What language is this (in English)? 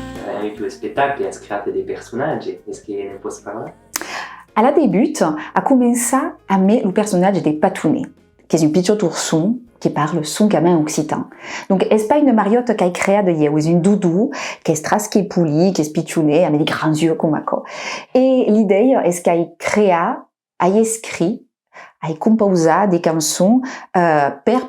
Occitan